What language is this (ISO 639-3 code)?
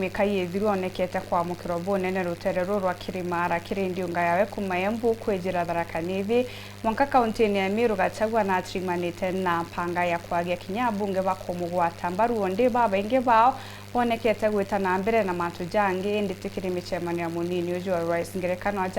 mer